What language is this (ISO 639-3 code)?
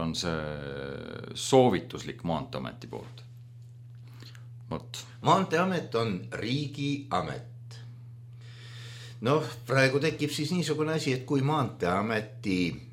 est